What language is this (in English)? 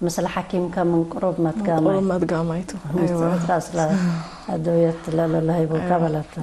Tigre